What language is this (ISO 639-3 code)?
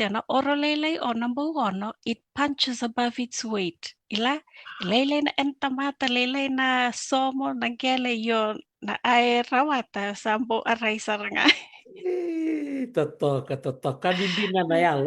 fij